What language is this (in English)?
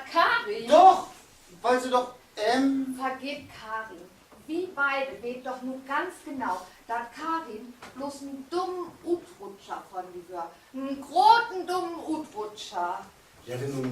Low German